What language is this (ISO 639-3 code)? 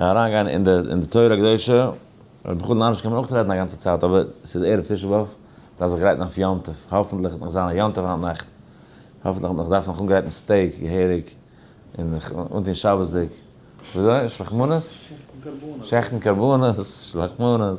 yid